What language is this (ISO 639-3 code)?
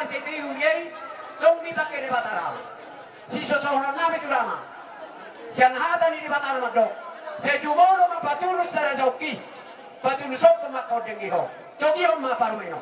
bbc